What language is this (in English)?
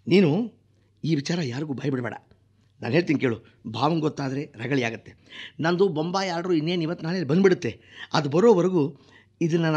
Kannada